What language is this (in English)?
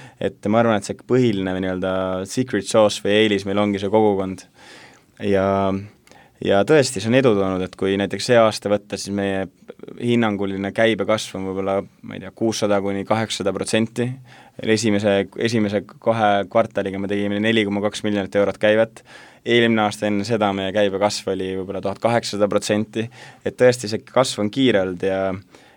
Estonian